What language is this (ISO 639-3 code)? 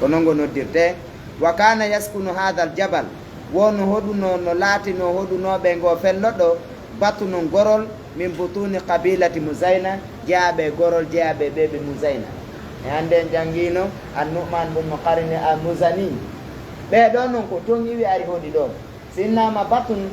ful